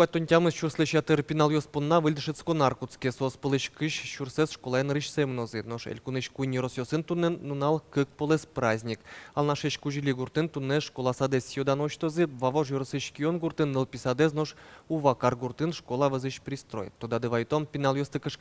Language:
Udmurt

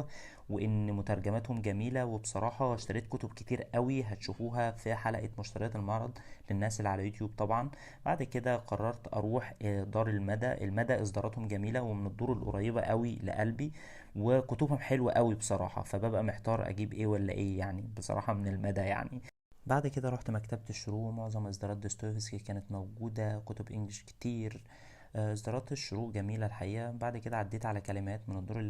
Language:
Egyptian Arabic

